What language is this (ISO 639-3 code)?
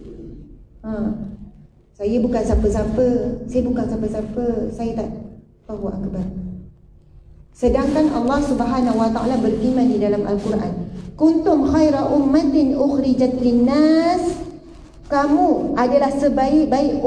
msa